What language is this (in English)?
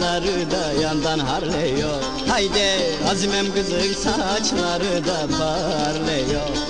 Turkish